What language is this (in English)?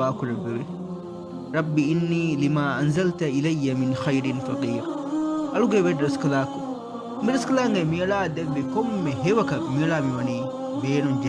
Divehi